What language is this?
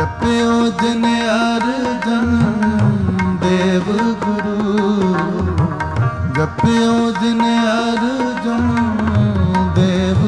Punjabi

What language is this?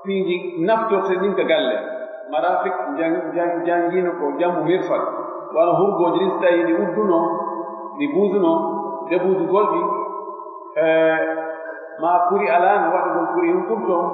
Pular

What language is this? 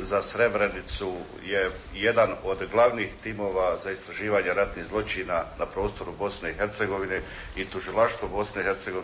Bosnian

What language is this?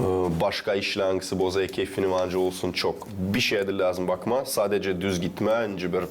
Gagauz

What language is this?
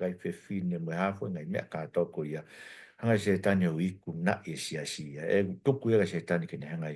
Tongan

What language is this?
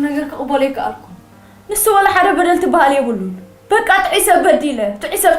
Tigrinya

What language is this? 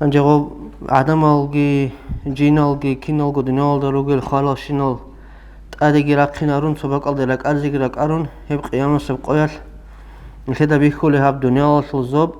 Avaric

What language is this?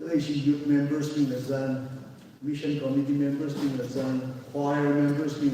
Tangkhul Naga (India)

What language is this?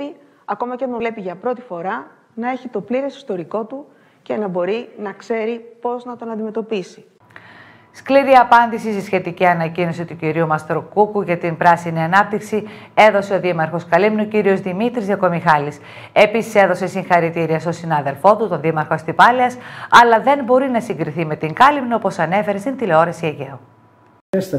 Greek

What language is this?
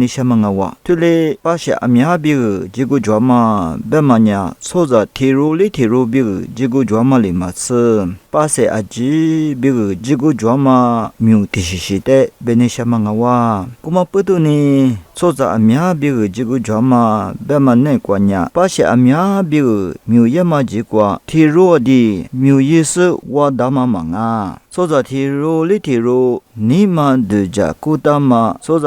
Lisu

